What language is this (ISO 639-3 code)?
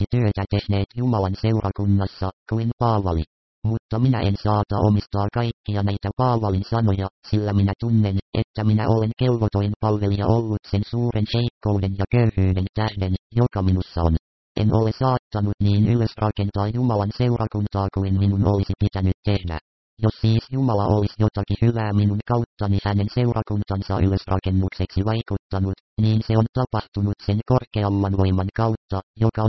fin